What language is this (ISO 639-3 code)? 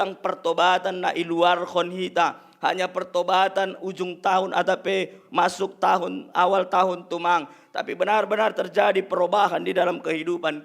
bts